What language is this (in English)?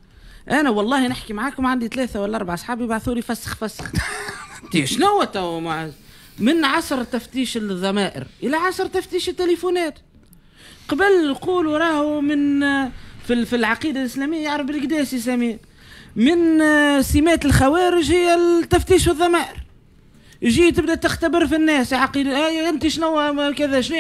Tunisian Arabic